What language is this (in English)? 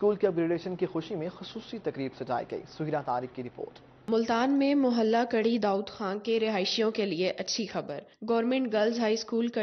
Urdu